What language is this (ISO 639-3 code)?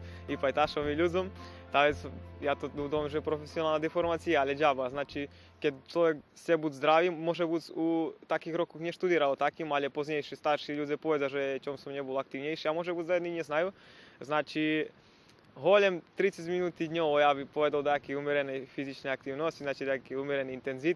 rue